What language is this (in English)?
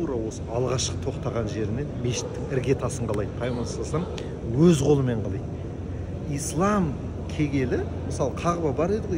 Kazakh